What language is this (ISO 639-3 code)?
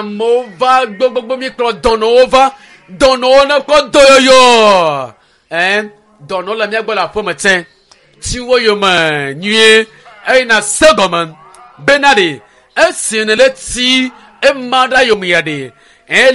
ewe